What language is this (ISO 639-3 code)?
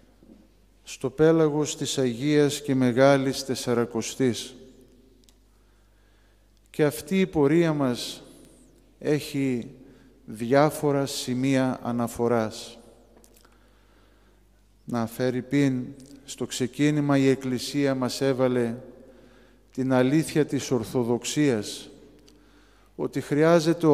ell